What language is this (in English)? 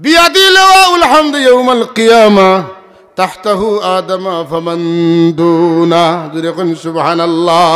Sylheti